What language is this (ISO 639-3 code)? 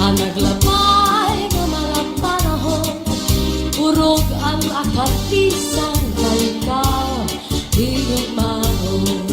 war